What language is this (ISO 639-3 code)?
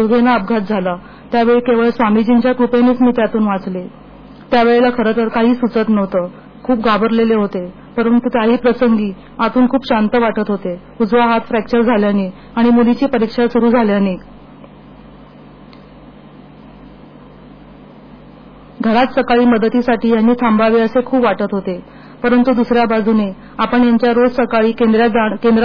mar